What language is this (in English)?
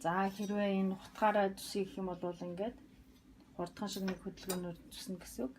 Mongolian